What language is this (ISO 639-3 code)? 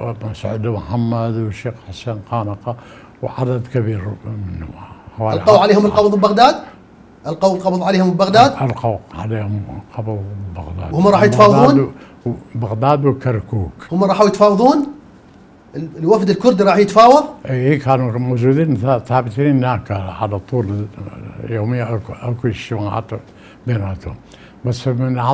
acm